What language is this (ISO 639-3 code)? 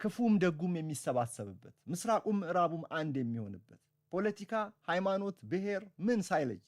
amh